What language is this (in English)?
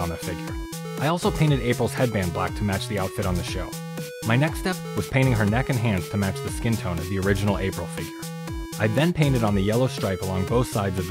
English